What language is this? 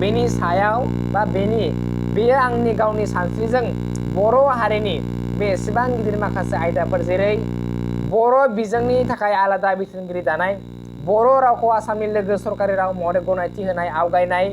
Bodo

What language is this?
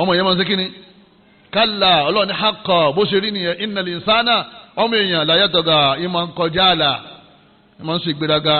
Yoruba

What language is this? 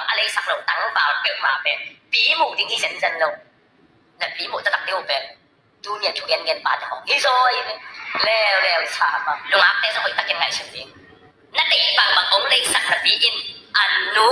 Tedim Chin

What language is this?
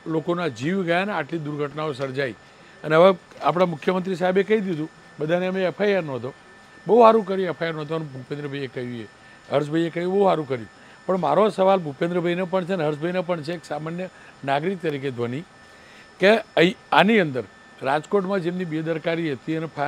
Gujarati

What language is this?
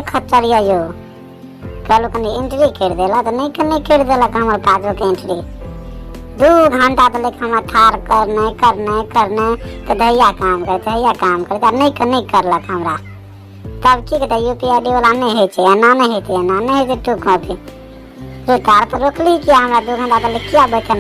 Maithili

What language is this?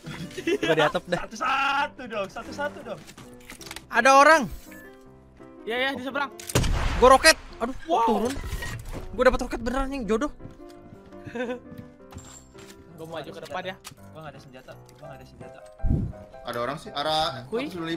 Indonesian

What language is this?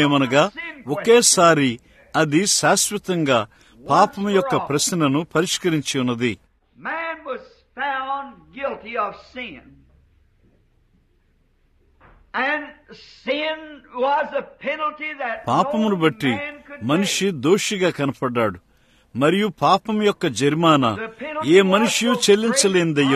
Telugu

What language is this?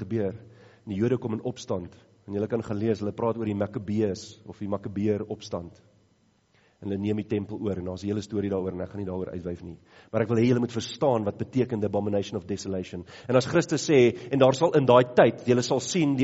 Afrikaans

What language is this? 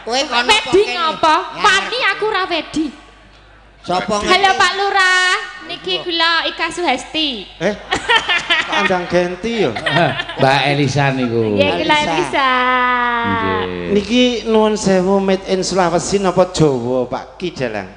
Javanese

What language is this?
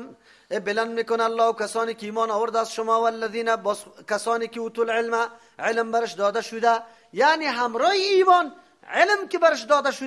Persian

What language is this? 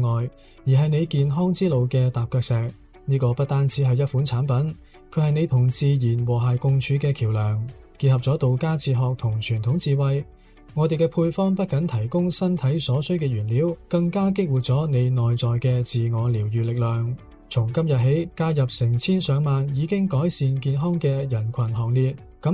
Cantonese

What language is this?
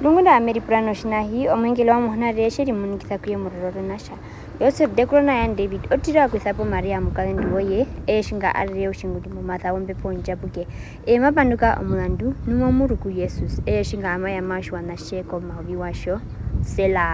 Herero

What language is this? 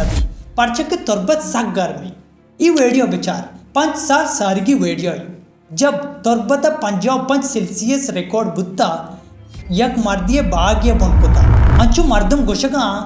Baluchi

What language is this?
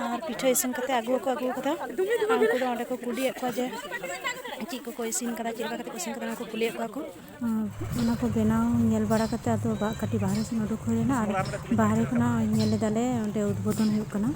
Santali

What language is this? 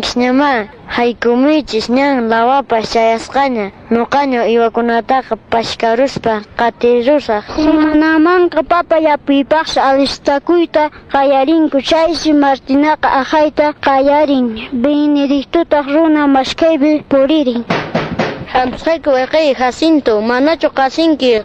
Quechua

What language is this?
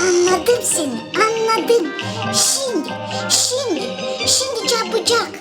Gagauz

